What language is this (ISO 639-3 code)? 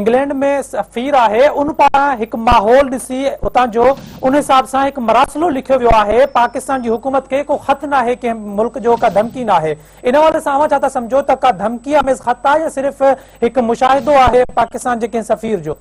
snd